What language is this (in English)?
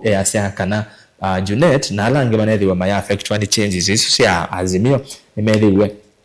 Kamba